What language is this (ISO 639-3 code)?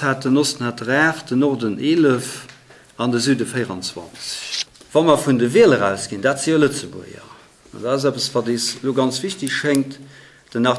ltz